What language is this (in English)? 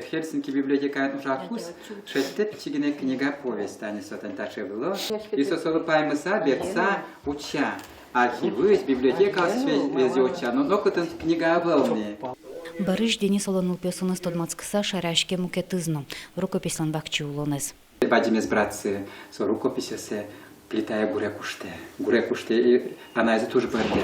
Udmurt